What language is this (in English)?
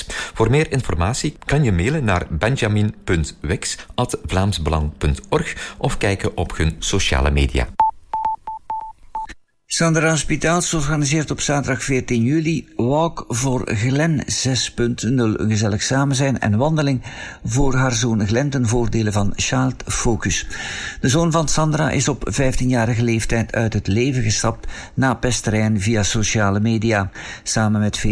Dutch